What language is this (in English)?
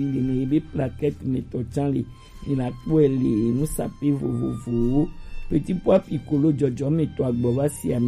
Gen